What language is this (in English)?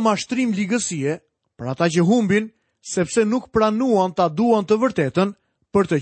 Albanian